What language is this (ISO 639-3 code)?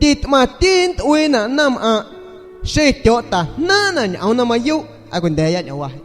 azg